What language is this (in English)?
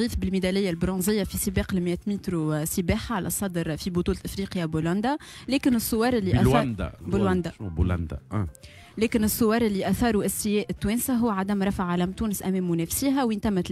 Tunisian Arabic